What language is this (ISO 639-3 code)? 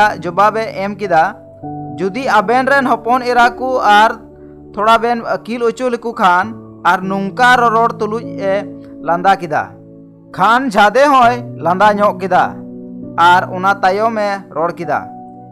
sat